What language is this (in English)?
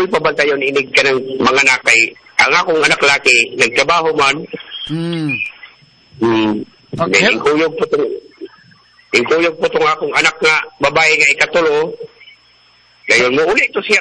Cebuano